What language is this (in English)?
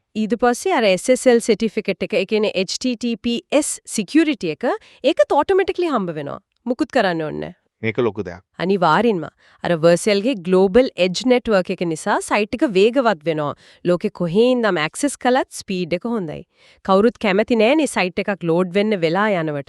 Sinhala